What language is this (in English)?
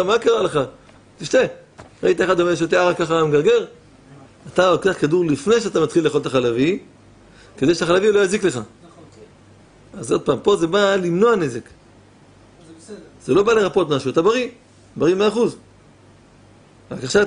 Hebrew